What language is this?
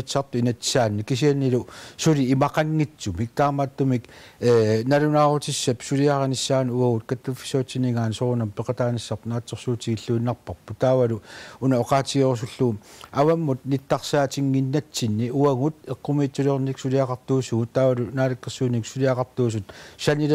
Kalaallisut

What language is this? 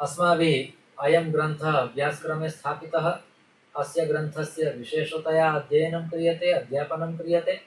Sanskrit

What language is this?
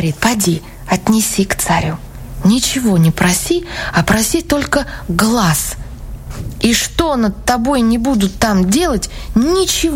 Russian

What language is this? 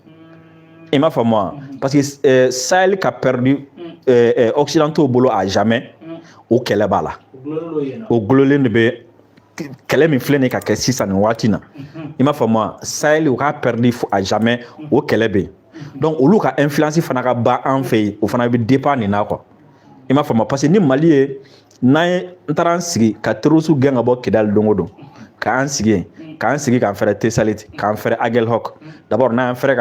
Bambara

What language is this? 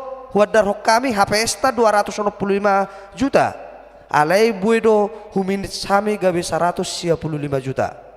Batak Toba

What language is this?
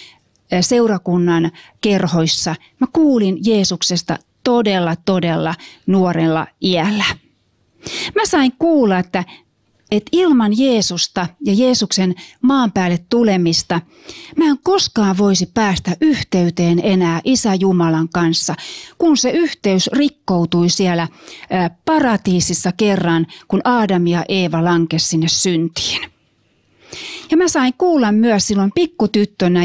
Finnish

